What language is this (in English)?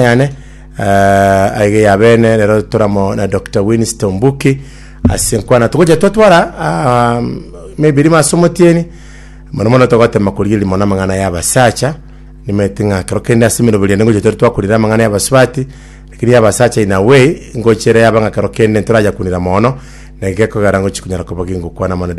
Gusii